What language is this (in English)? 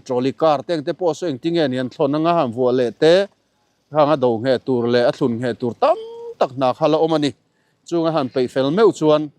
Mizo